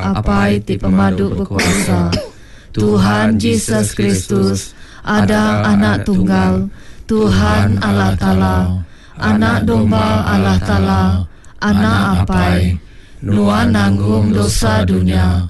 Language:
Iban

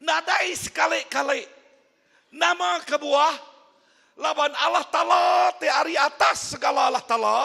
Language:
Iban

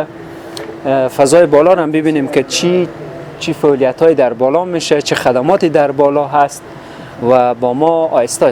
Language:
Persian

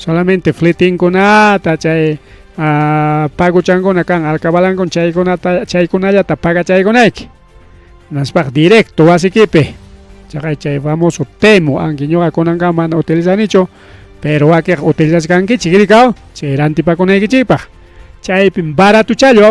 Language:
Ayacucho Quechua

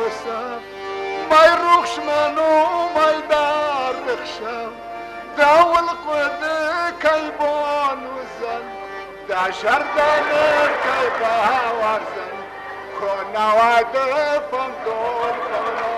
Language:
Ossetic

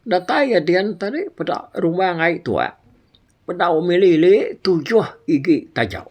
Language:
Iban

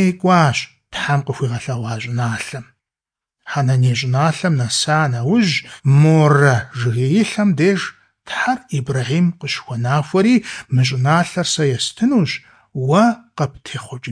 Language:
Kabardian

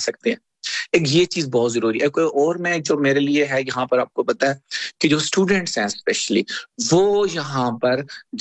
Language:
Urdu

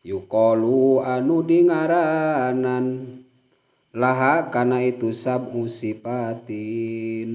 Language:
Sundanese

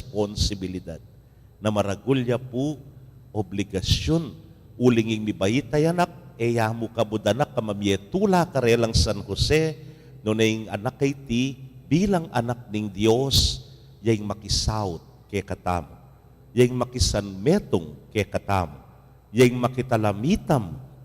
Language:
Pampanga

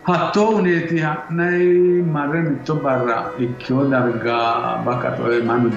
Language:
Sidamo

